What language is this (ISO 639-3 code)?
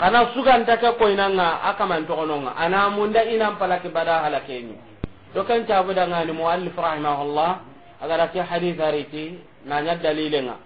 snk